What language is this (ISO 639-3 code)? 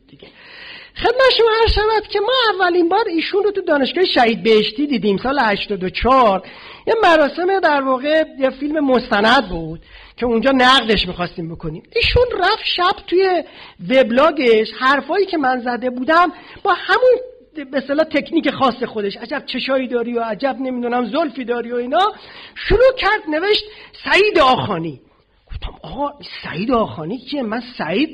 fas